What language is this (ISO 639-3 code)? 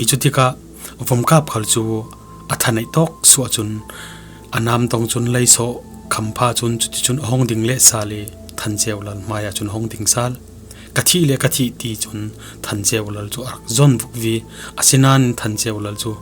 cfm